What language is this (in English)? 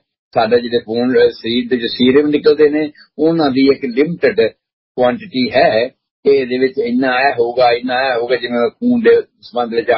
Punjabi